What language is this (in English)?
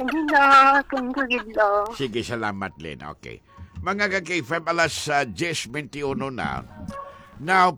Hiligaynon